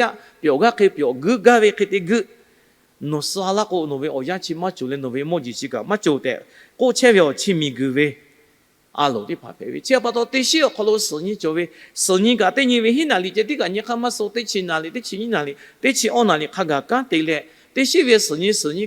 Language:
Lahu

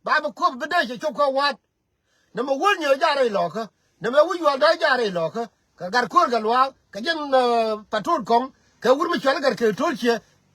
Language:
Nuer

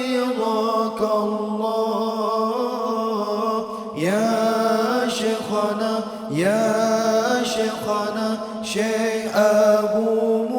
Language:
Achinese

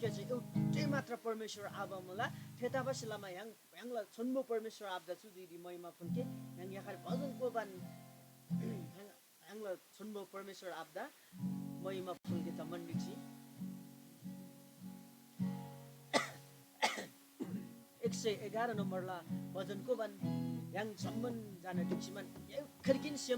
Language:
Eastern Tamang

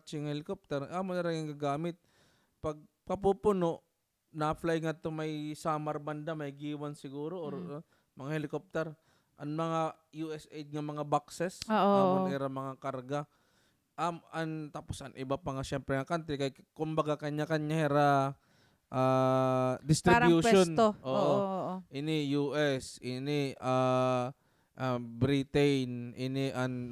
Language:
Waray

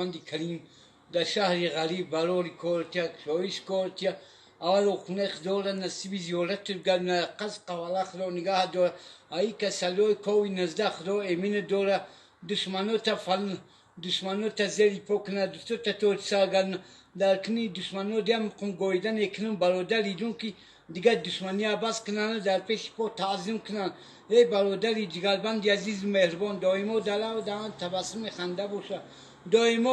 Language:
Tajik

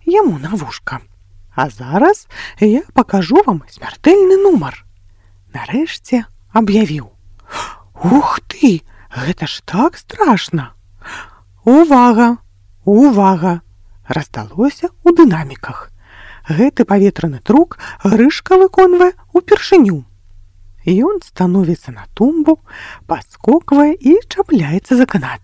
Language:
Belarusian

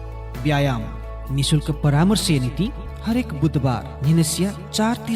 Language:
Newari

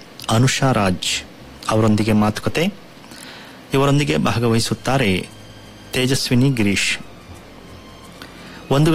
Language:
Kannada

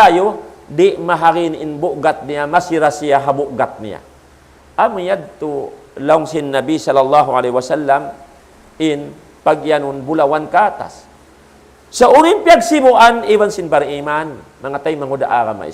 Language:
Tausug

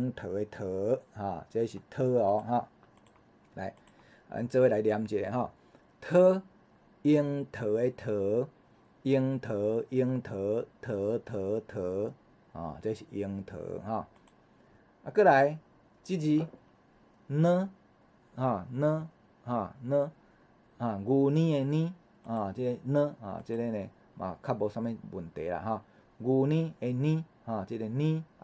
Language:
Min Nan Chinese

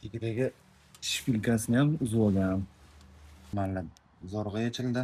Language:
Uzbek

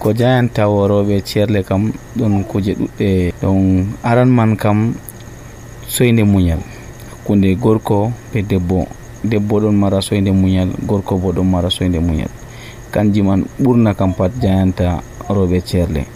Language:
Nigerian Fulfulde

